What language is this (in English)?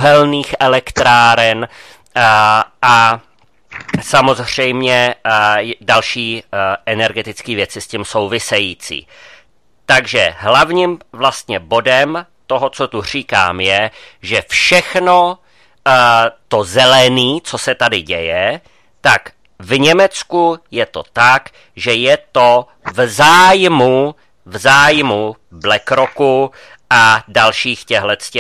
Czech